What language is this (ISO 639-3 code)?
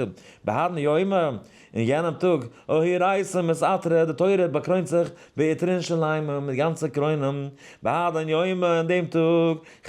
yid